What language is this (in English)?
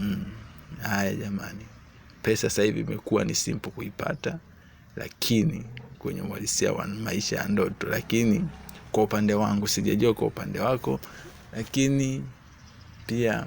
Swahili